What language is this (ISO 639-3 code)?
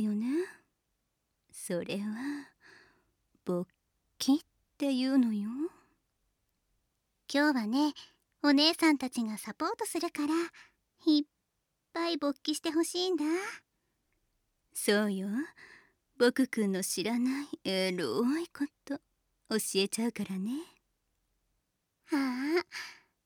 jpn